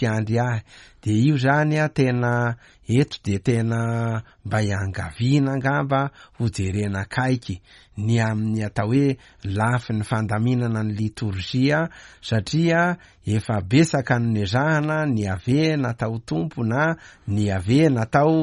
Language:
Malagasy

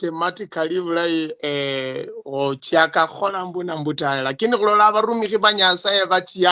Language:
Luyia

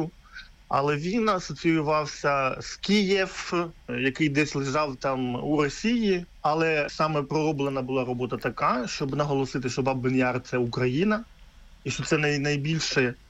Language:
Ukrainian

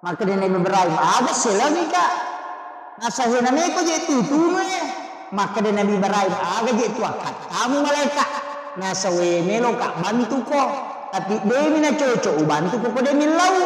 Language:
Buginese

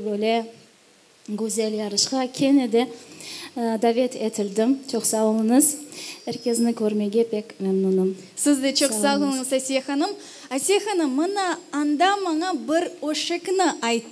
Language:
Crimean Tatar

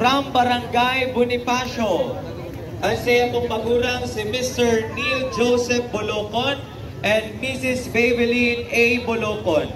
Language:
Bikol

